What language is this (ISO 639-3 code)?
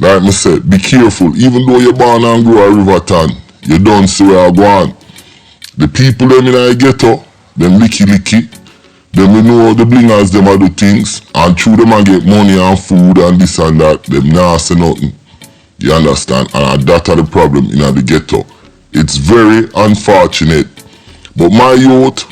jam